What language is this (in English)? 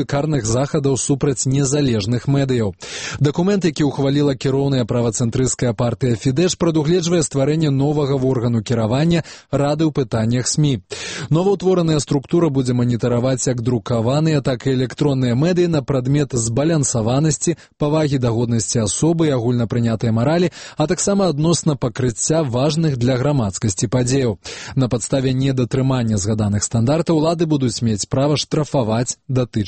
Belarusian